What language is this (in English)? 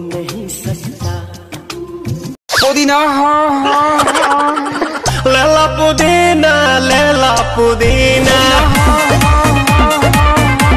Bhojpuri